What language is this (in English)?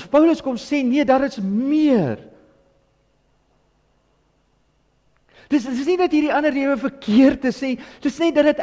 Afrikaans